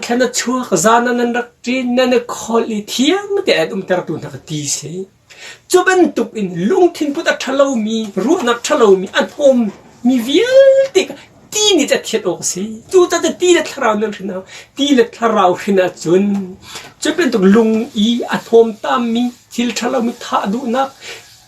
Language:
Hakha Chin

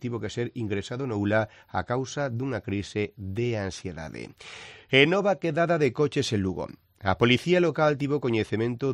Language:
Galician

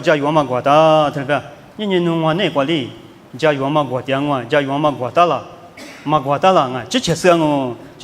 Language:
Lisu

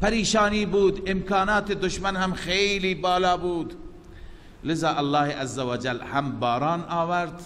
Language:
Persian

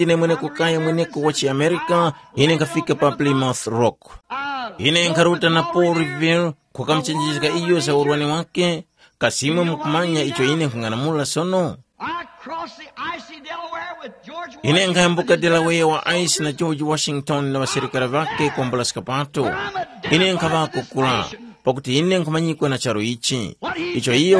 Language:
Tumbuka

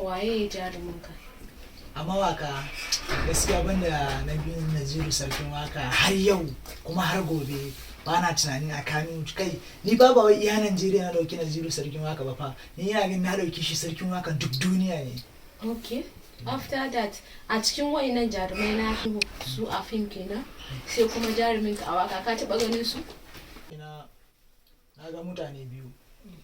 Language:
Hausa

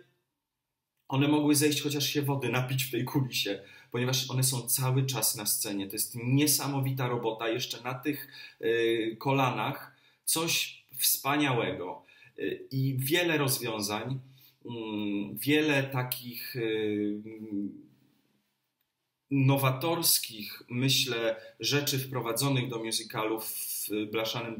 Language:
Polish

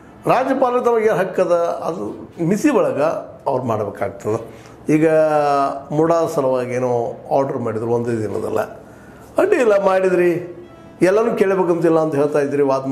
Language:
Kannada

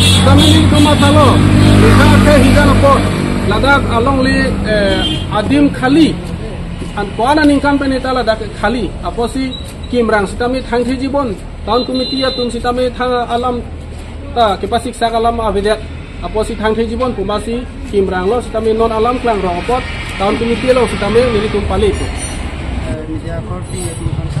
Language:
Karbi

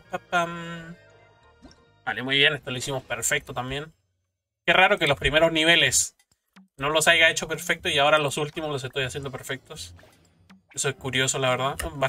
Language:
Spanish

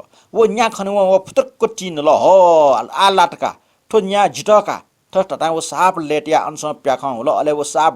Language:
Newari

